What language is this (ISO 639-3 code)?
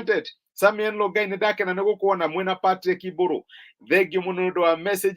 kik